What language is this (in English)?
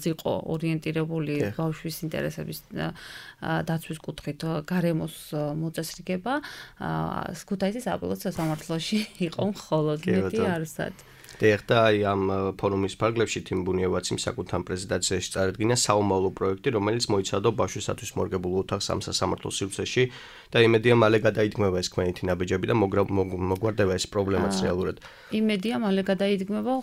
Georgian